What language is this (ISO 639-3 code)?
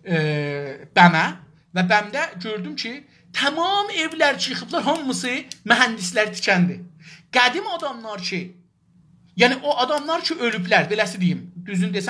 azb